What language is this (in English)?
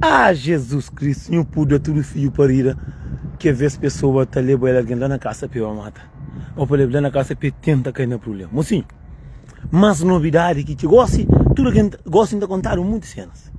Kabuverdianu